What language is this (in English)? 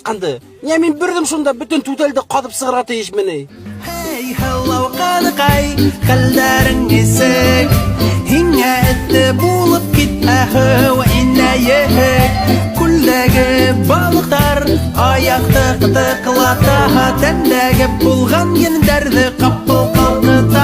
Bashkir